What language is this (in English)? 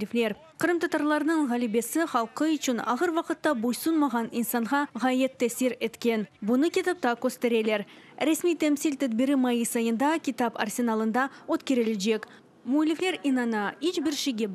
Crimean Tatar